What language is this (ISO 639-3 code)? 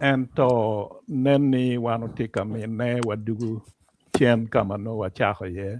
ach